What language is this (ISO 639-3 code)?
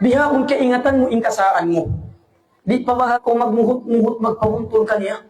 tsg